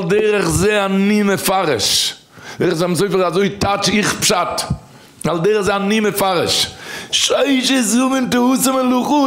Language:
Yiddish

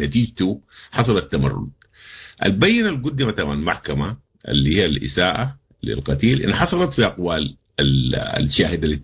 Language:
Sudanese Arabic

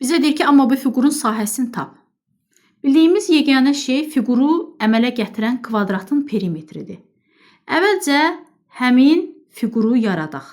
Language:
Azerbaijani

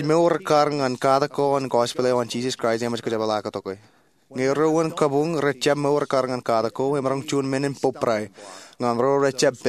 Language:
Marshallese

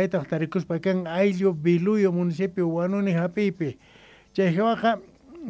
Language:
South Bolivian Quechua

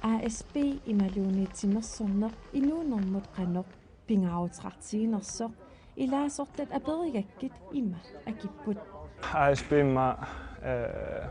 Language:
Kalaallisut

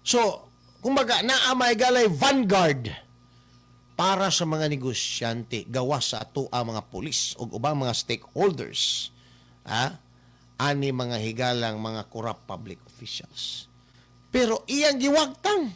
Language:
Cebuano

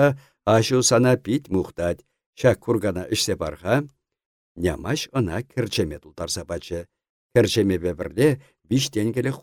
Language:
Chuvash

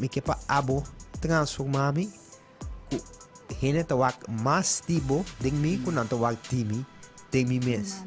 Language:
Papiamento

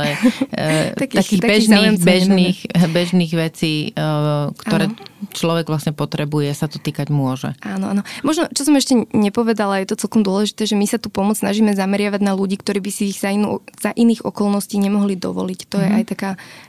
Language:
Slovak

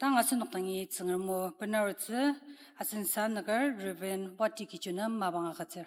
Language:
Ao Naga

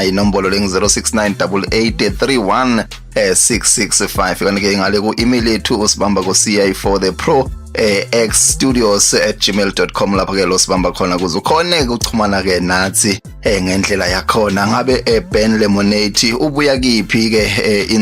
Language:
Zulu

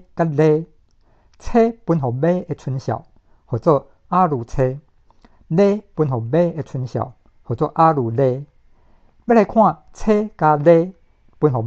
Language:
Min Nan Chinese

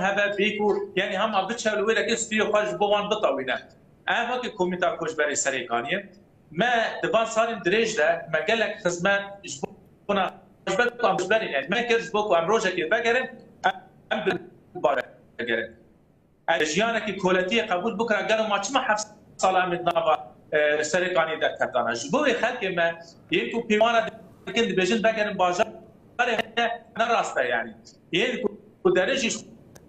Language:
Kurdish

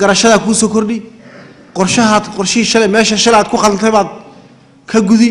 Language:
Somali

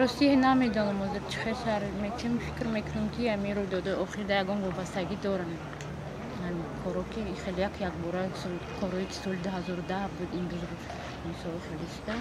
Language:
Tajik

